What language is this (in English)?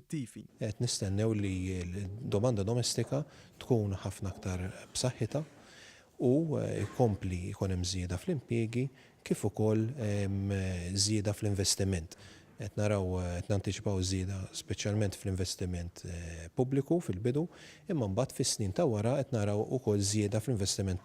Maltese